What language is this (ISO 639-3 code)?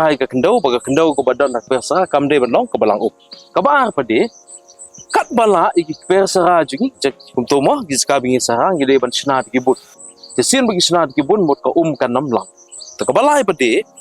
kha